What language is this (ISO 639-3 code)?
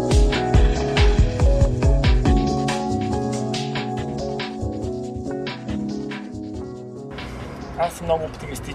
bul